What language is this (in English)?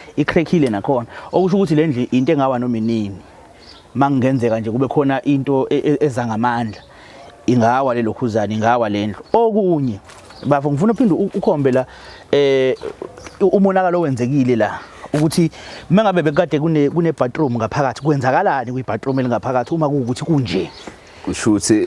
Zulu